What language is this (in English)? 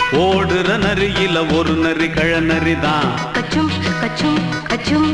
Tamil